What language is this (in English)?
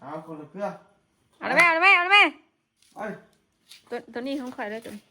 Northeastern Thai